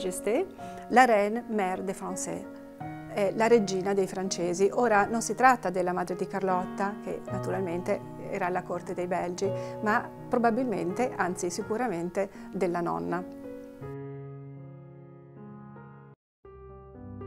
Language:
Italian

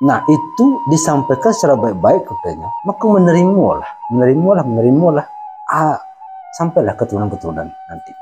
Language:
Minangkabau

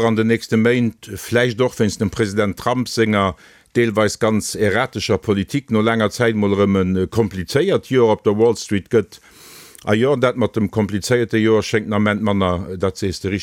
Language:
Luxembourgish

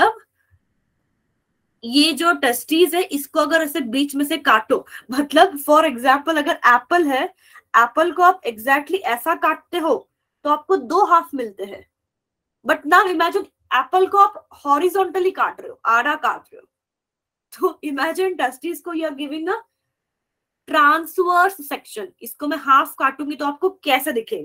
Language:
Hindi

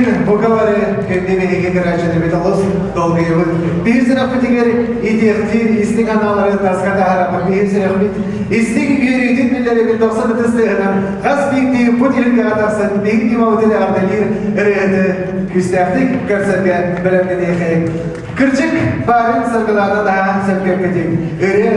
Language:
Yakut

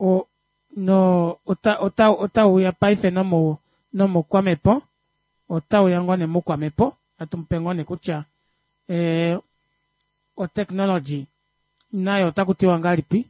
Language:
Kuanyama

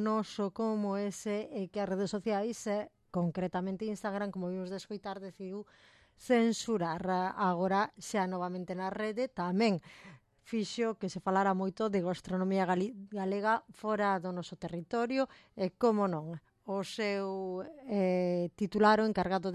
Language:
Galician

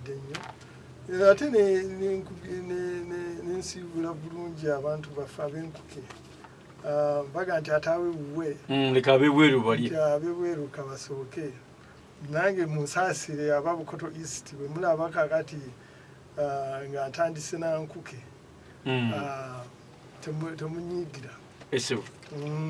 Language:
Ganda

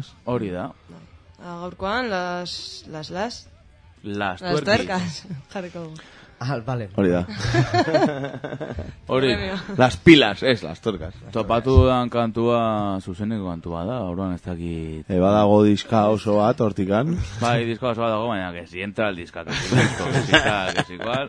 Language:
Basque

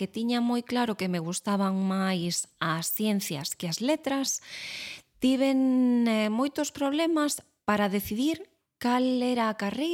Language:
Galician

